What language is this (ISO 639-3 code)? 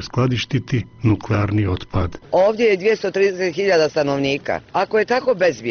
bos